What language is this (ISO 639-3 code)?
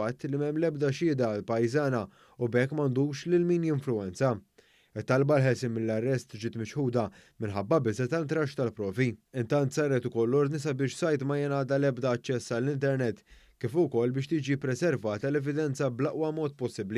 mlt